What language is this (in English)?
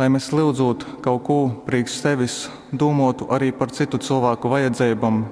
Latgalian